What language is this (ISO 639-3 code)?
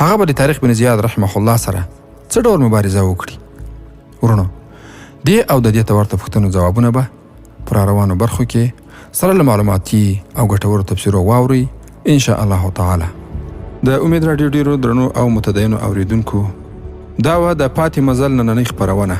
pus